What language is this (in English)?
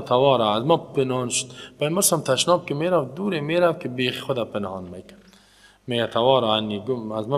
Persian